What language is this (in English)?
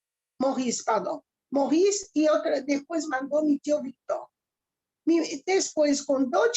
Ladino